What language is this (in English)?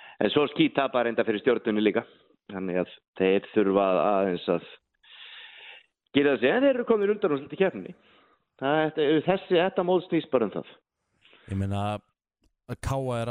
Icelandic